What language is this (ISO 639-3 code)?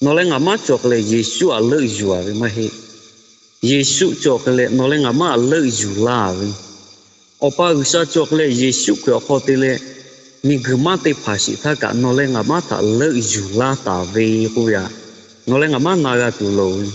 lhu